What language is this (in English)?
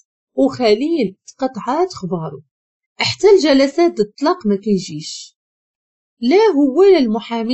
Moroccan Arabic